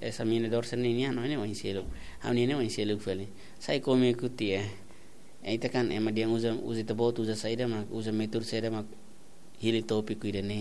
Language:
Tetum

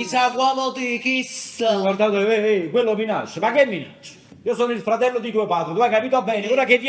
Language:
Neapolitan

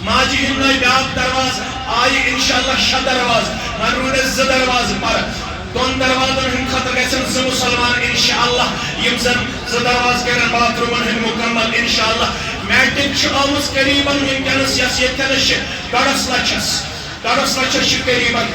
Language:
Kashmiri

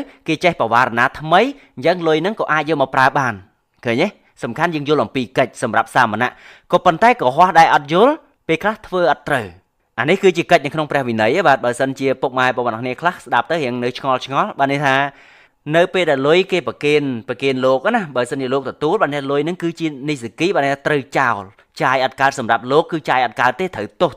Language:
Khmer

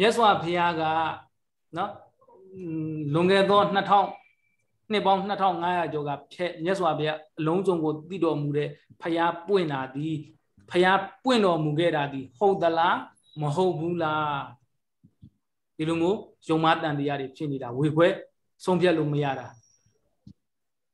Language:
Burmese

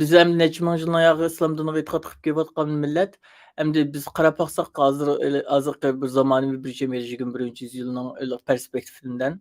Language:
Uyghur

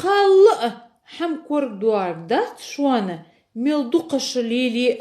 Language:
Ingush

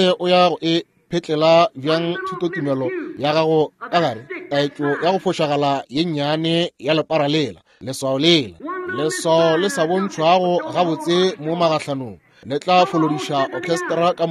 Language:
Northern Sotho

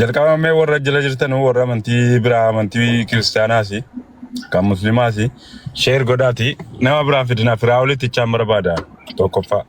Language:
Oromo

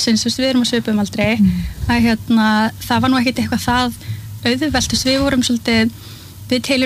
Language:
Icelandic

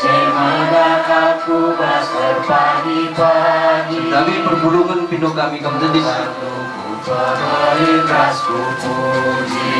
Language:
Batak Karo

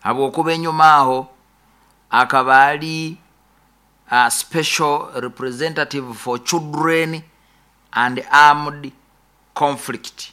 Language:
Nyoro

